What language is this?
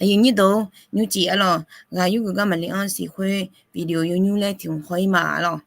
Akha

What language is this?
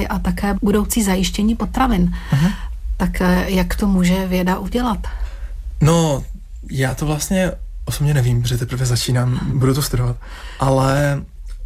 Czech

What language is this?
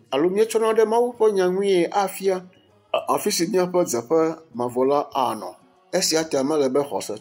Ewe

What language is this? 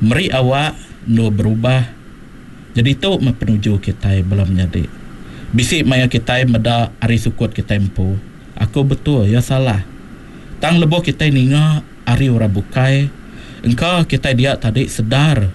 Iban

